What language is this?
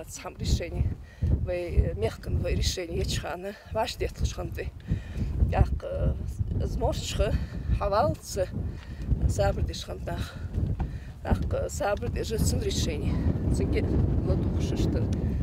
Ingush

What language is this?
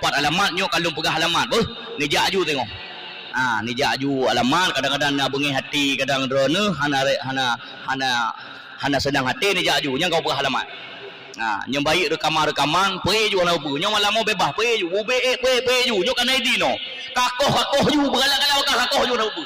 Achinese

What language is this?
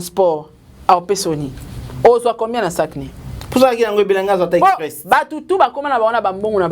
Lingala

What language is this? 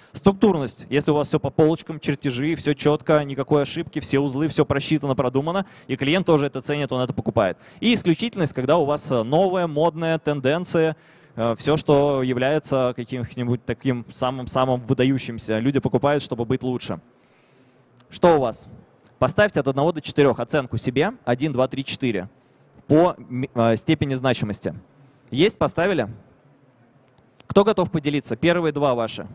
Russian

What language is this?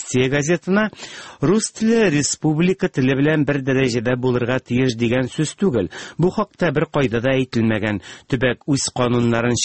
Tatar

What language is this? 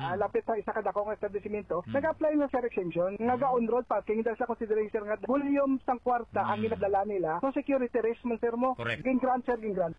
Hiligaynon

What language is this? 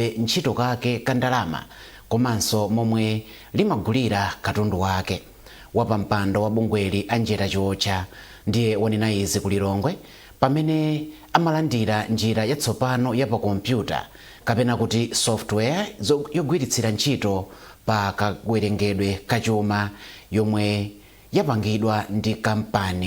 Nyanja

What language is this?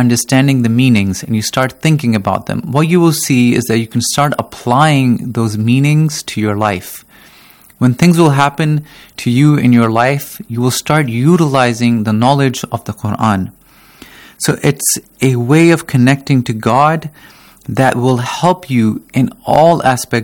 English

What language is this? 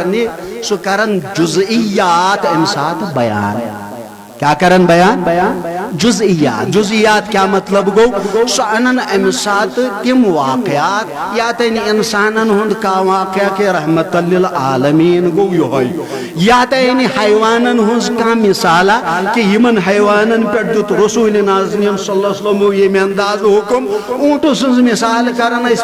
Kashmiri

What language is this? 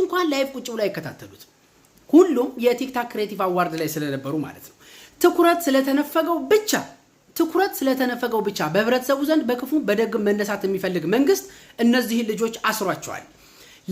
Amharic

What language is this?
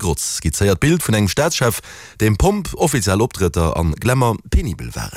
Luxembourgish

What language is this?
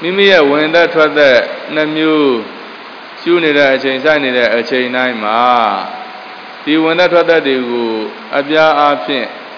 Burmese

